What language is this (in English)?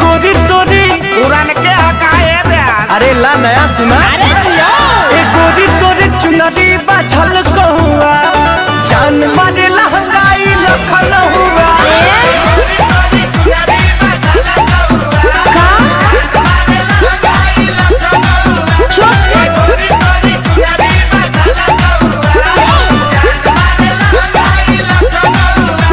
Bhojpuri